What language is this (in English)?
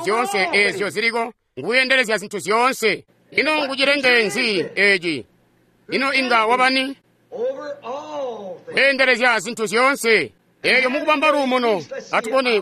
Tonga (Zambia)